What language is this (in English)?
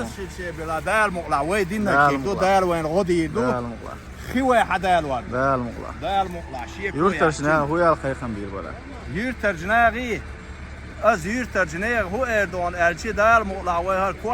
Chechen